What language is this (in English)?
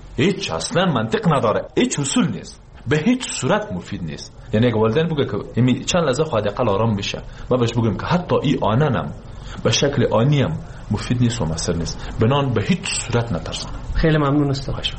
Persian